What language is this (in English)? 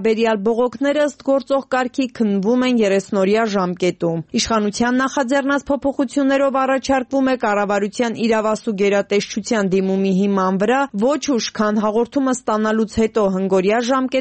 Armenian